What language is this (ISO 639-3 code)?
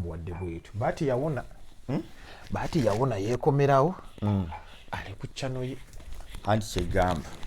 lug